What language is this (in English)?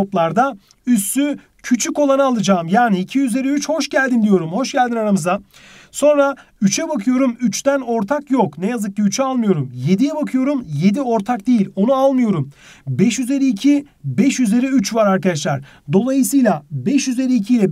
Turkish